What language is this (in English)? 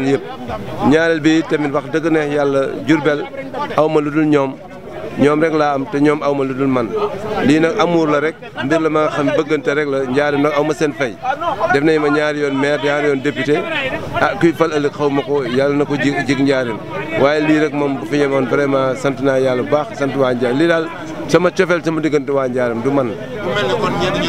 Wolof